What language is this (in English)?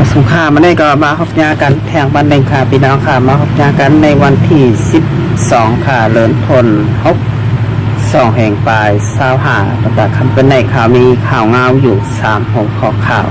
Shan